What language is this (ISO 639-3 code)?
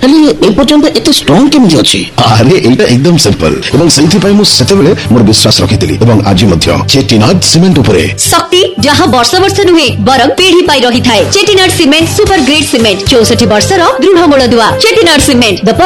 ori